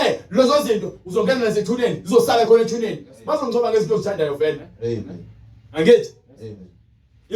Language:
Zulu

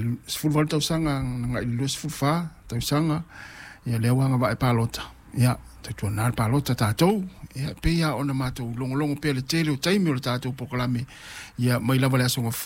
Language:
Samoan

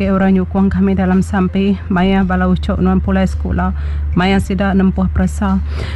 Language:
Iban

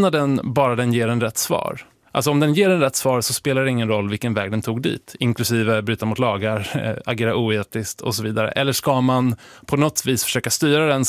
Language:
Swedish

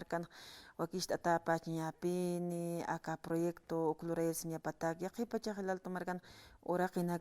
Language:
Aymara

